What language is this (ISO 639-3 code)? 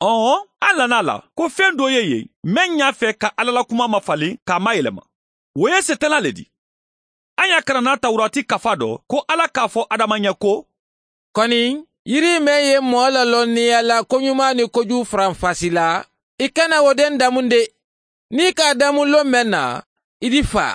man